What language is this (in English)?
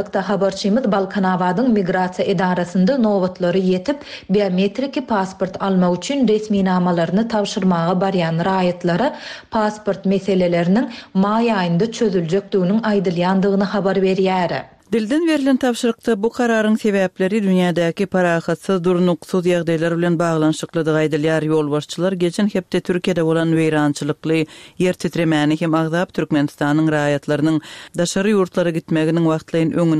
Turkmen